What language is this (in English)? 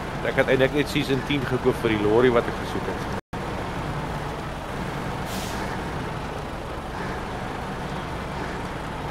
Afrikaans